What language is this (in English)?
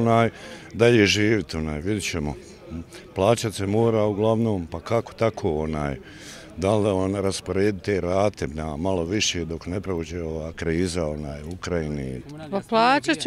Bosnian